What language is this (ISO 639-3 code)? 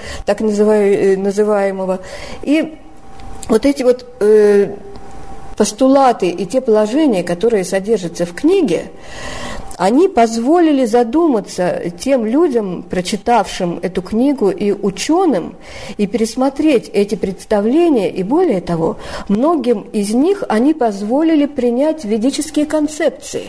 rus